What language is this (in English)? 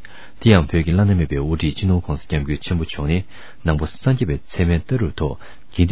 Tibetan